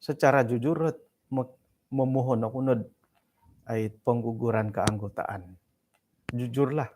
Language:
Central Dusun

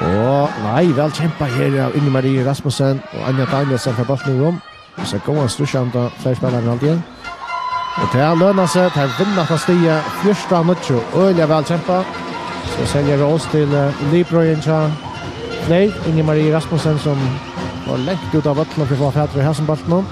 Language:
Faroese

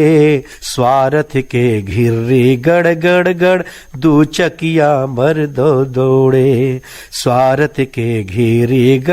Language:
Chhattisgarhi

